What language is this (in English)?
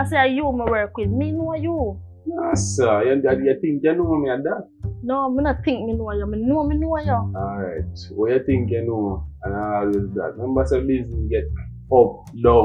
Jamaican Creole English